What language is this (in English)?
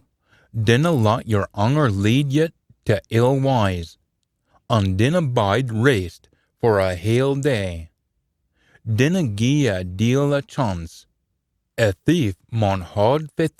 Scots